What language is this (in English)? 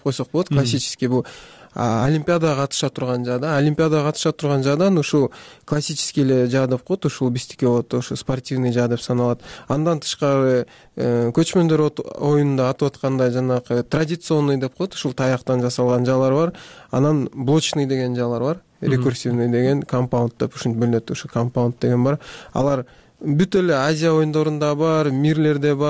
Kyrgyz